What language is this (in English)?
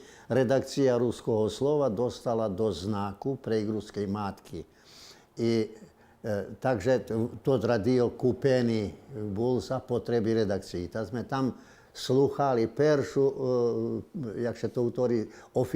Rusyn